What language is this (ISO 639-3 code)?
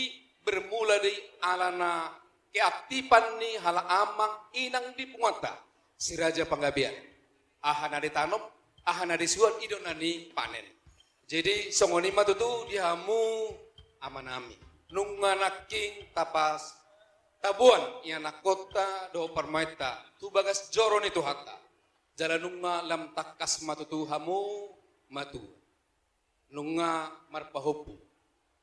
bbc